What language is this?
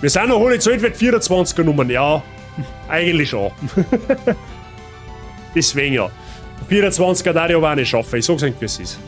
Bavarian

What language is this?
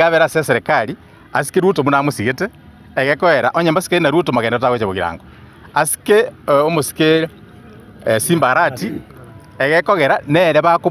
Gusii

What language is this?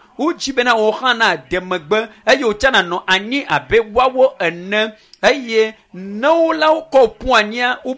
Ewe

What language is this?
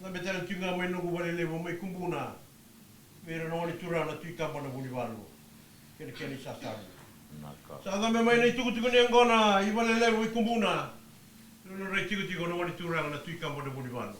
Fijian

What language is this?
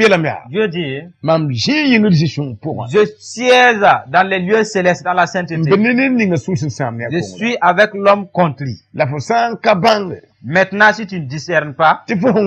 Mossi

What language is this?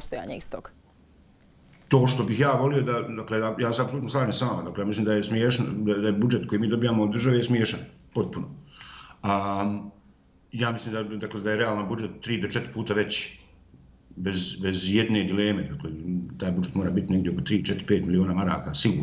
Bosnian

